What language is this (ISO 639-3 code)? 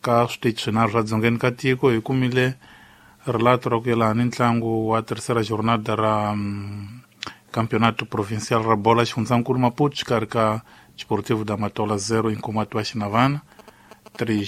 tso